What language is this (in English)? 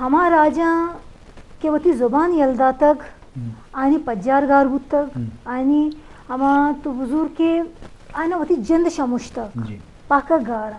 Eastern Balochi